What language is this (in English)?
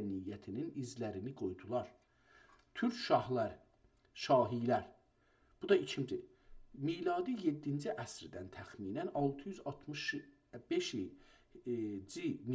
South Azerbaijani